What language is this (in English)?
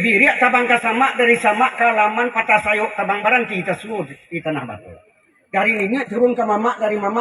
Minangkabau